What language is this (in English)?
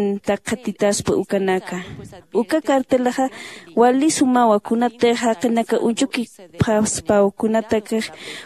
Aymara